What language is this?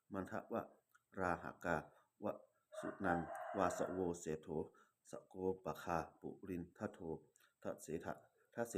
Pali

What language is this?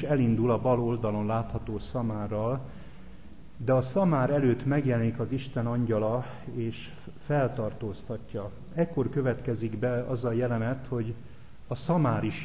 Hungarian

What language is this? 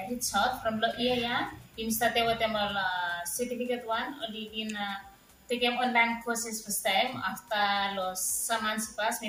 Bislama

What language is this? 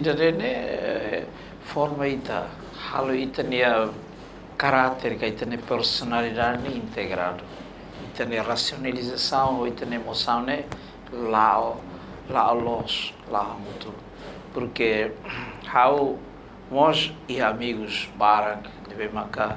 Tetum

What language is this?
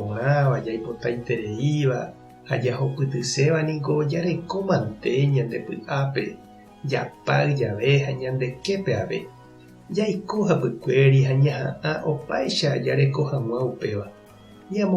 Guarani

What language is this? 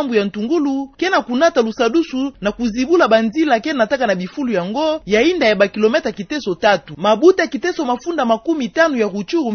Kituba (Democratic Republic of Congo)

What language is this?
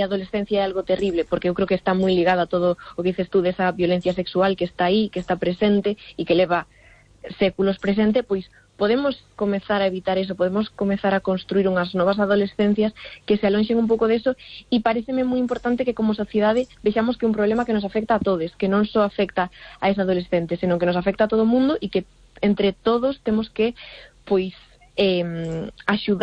Galician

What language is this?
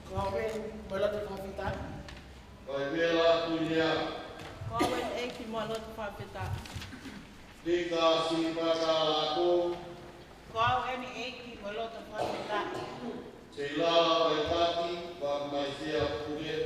Tongan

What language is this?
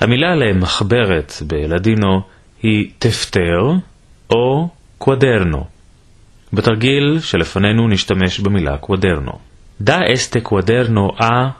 Ladino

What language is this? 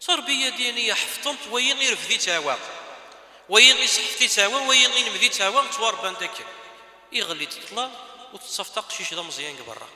Kabyle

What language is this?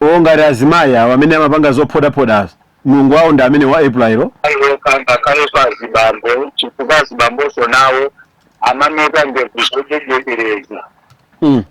Nyanja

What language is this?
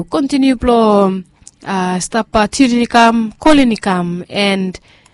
Bislama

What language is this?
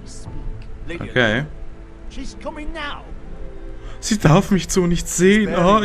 German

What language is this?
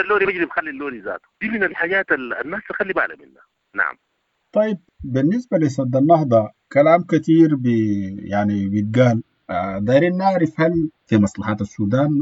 Sudanese Arabic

